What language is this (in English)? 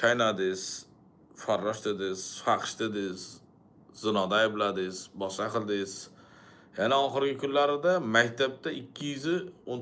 Uzbek